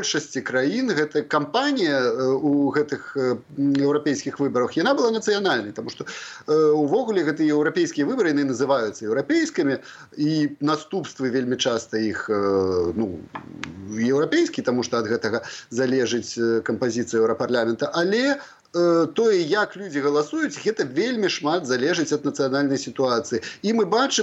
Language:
Belarusian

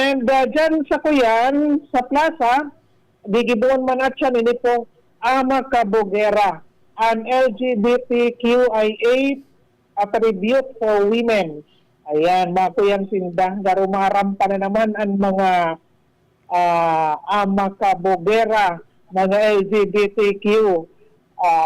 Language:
Bikol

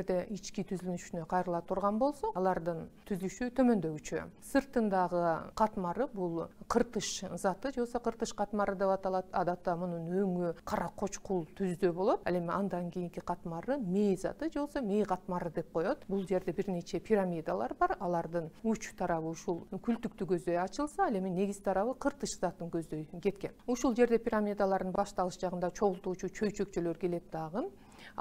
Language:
Kyrgyz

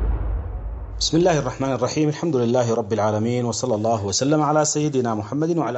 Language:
Arabic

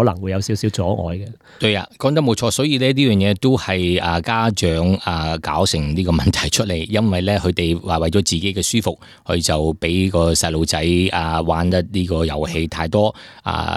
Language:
Cantonese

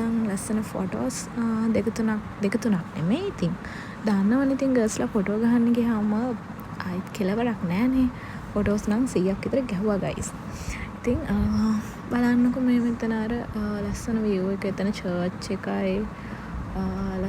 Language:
Sinhala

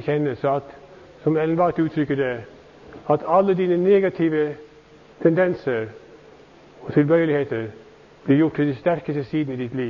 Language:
Norwegian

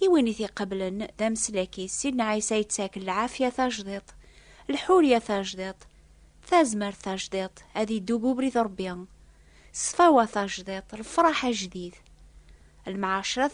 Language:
Kabyle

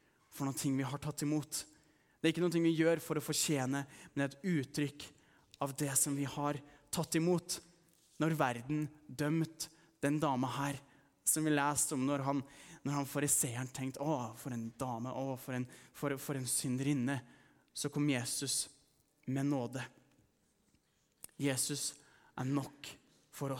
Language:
Norwegian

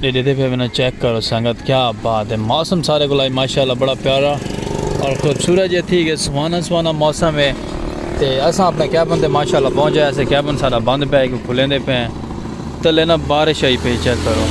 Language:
Saraiki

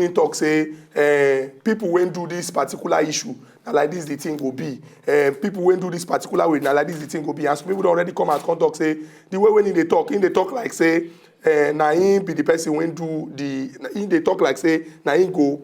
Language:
Nigerian Pidgin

